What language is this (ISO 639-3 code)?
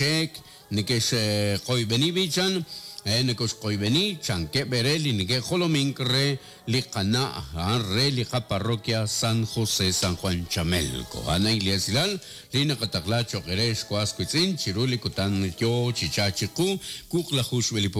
kek